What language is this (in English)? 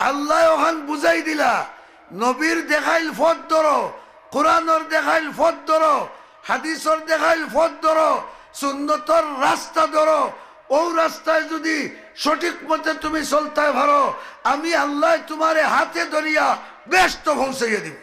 Sylheti